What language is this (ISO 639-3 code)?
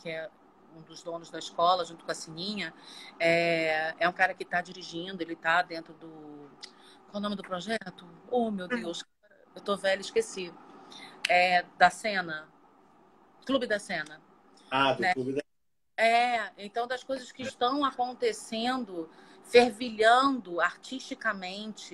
por